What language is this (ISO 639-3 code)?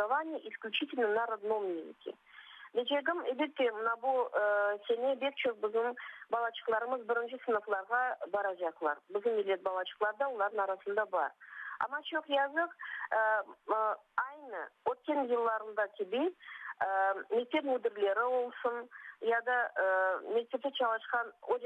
crh